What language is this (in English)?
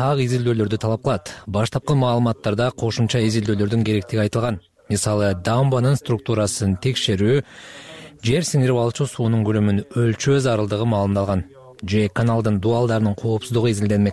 Kyrgyz